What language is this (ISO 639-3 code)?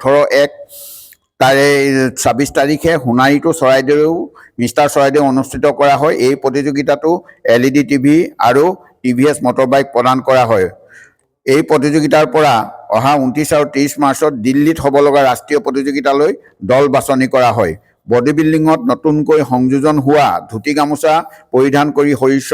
asm